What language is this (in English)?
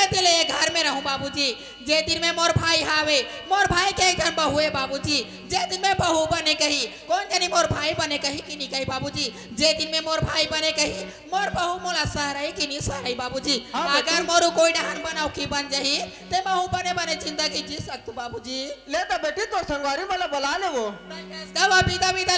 Chhattisgarhi